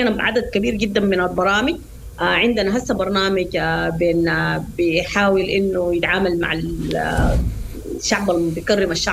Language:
Sudanese Arabic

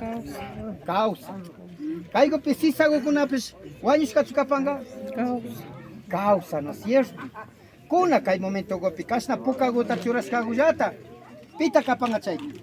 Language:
Imbabura Highland Quichua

